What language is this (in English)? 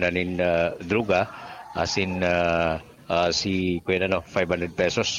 Bikol